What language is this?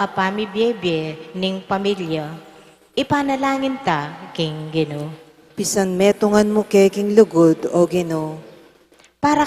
Pampanga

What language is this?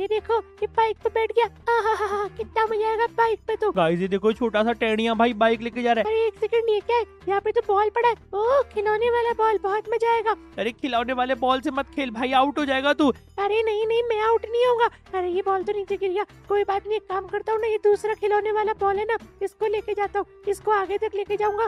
Hindi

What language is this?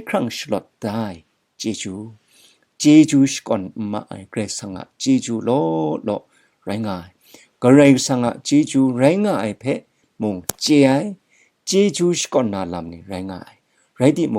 Kachin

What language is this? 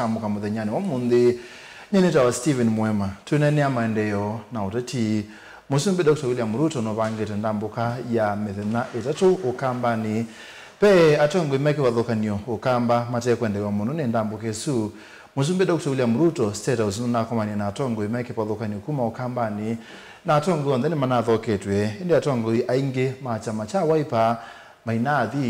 Kamba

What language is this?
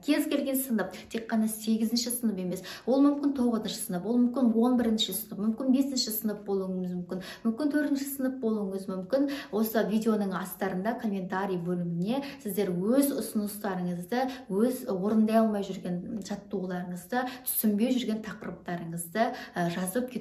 Kazakh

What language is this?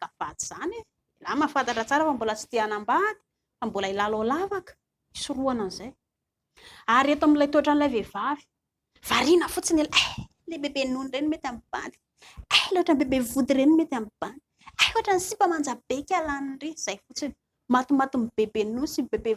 Malagasy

